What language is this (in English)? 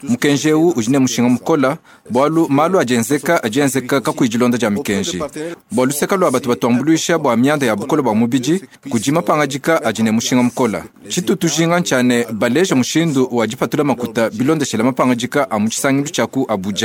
Luba-Lulua